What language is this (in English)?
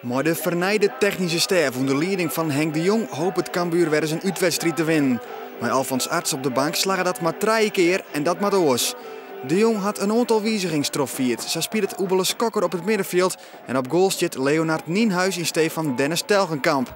Western Frisian